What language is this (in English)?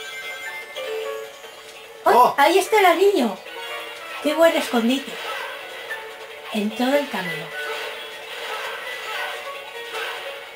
Spanish